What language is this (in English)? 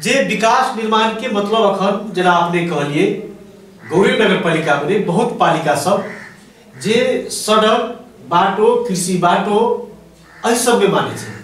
Maithili